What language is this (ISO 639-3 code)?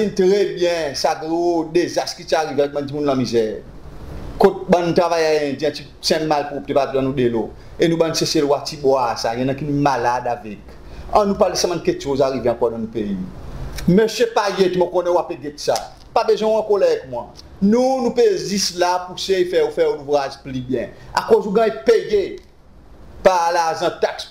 crs